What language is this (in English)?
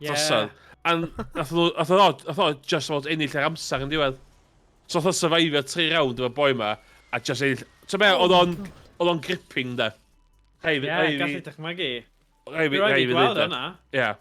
Welsh